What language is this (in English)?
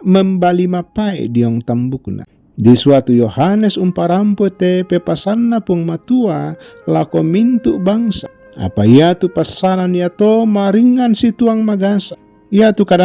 Toraja-Sa'dan